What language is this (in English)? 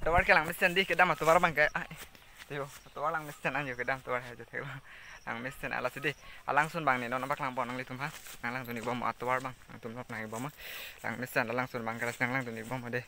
Karbi